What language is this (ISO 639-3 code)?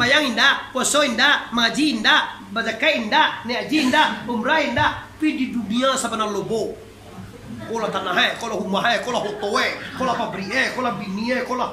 min